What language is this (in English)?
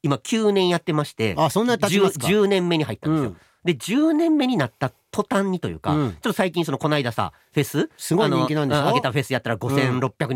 Japanese